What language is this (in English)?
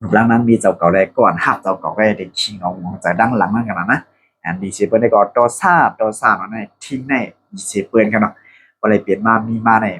Shan